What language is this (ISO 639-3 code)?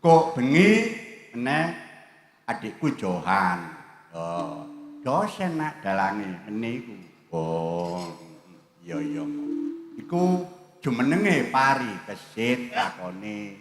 jav